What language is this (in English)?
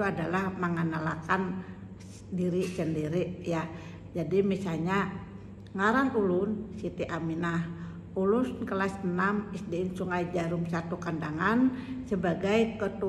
Banjar